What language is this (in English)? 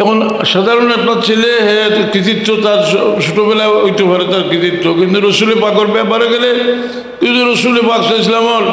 Sylheti